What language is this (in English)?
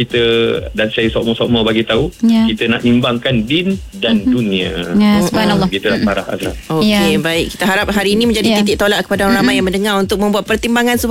Malay